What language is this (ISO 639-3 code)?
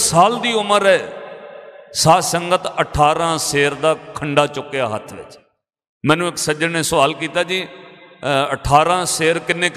pan